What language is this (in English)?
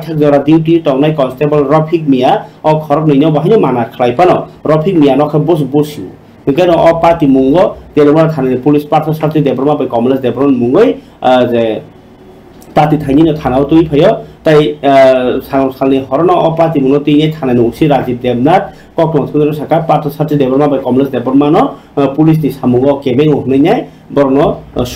Kok Borok